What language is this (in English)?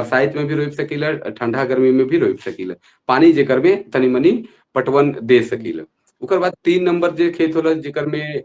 Sadri